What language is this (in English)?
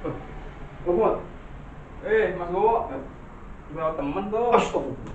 Betawi